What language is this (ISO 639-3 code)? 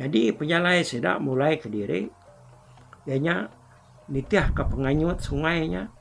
iba